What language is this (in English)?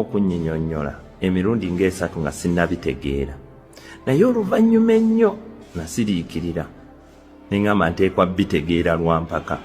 Ganda